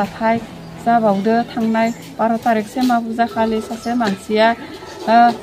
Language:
Bodo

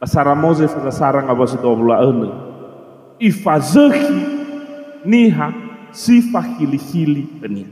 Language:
Nias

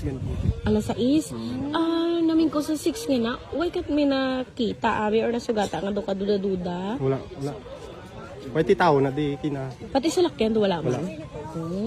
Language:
Hiligaynon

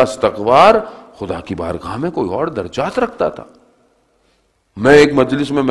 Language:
Urdu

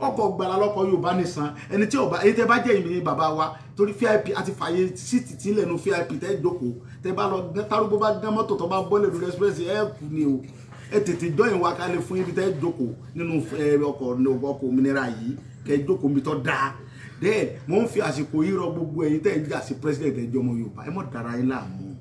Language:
Yoruba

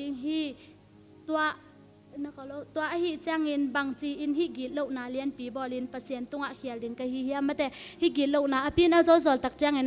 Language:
Tedim Chin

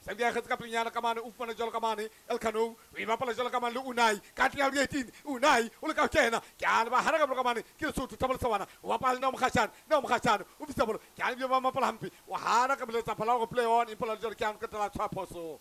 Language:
Southern Sotho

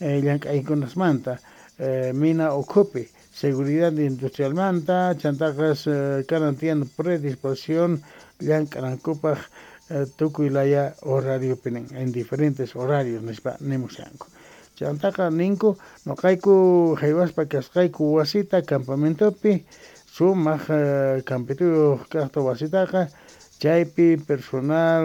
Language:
Quechua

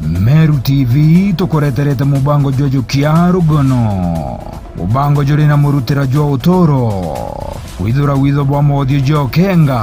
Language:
Meru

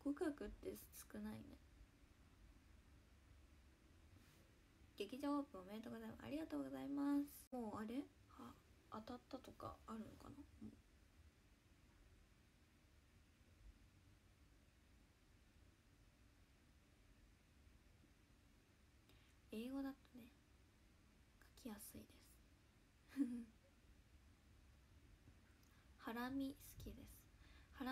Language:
Japanese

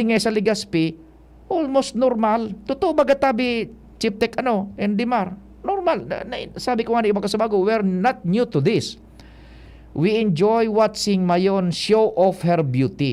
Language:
Bikol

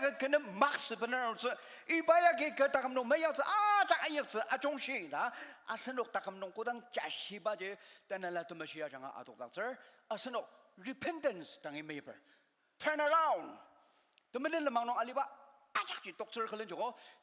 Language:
Ao Naga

